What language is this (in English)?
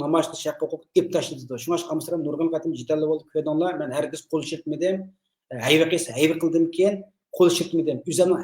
Uyghur